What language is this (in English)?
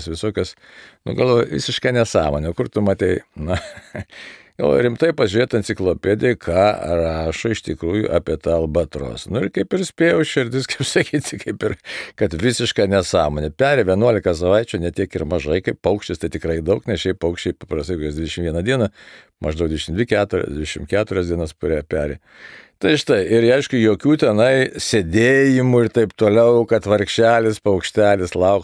Lithuanian